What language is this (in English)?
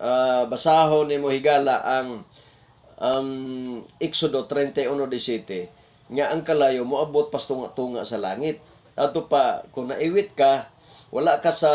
Cebuano